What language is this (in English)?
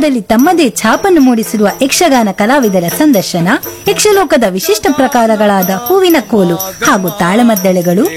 Kannada